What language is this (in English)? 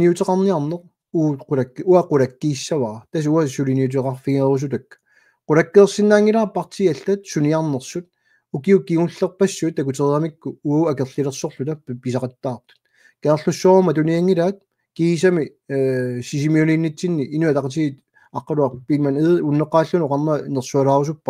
Kalaallisut